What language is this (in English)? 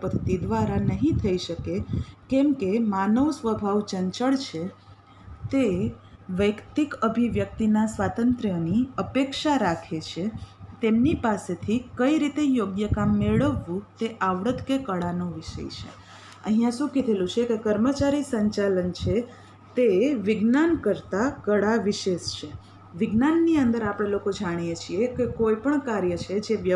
Gujarati